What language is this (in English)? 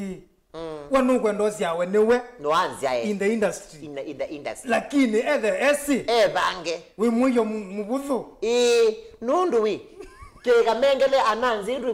Kamba